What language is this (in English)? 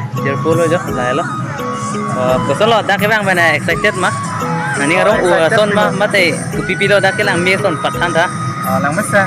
Karbi